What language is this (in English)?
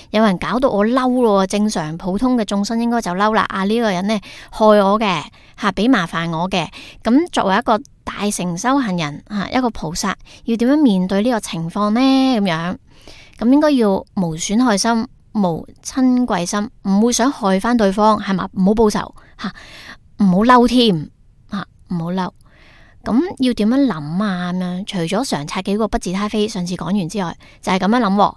Cantonese